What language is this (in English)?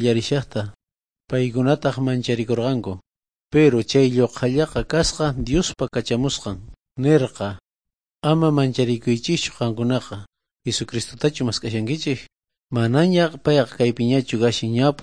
South Bolivian Quechua